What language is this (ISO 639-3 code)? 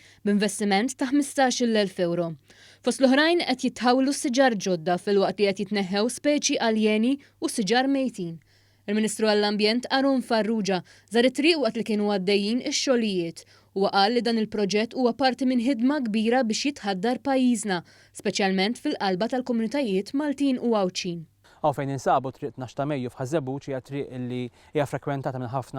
mlt